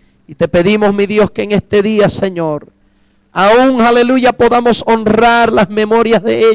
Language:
Spanish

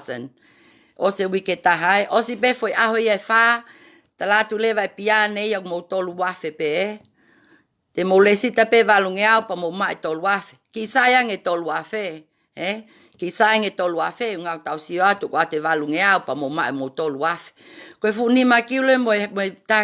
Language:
Tongan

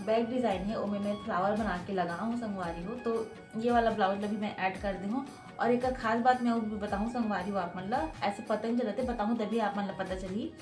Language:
Chhattisgarhi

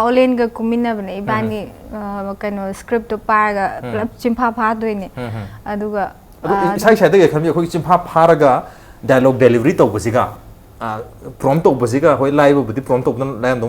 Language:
Manipuri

